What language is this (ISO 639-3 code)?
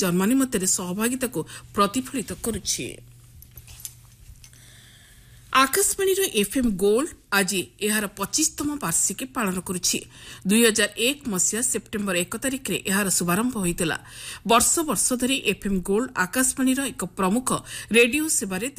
ori